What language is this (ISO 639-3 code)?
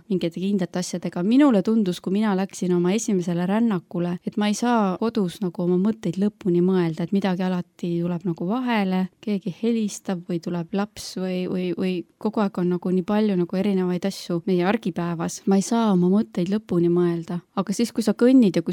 est